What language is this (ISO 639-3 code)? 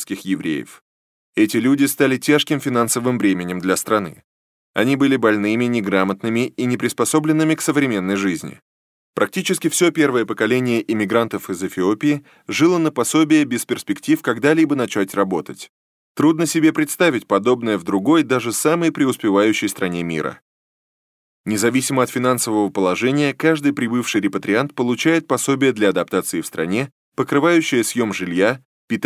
rus